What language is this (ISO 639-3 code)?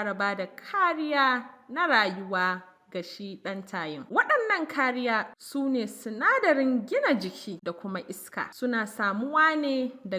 hau